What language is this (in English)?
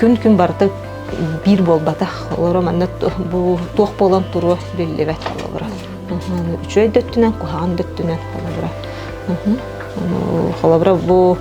Yakut